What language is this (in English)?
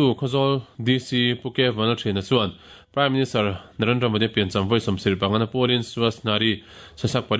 Mizo